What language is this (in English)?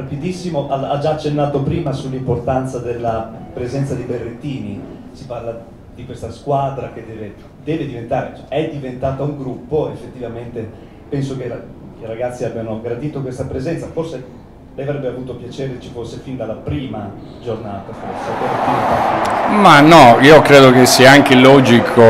Italian